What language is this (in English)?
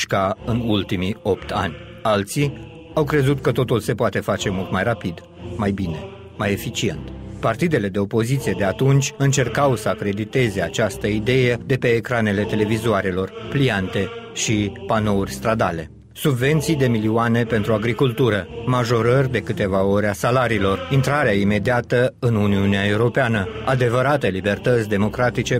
Romanian